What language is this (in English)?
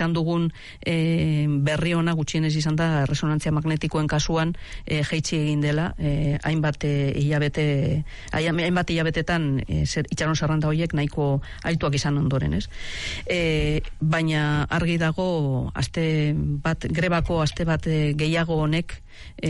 Basque